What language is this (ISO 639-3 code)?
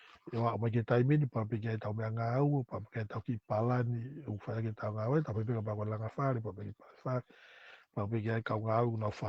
ton